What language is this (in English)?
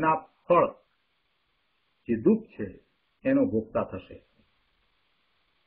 Gujarati